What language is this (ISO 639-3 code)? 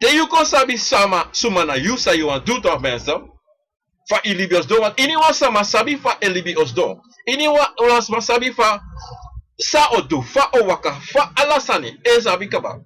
srn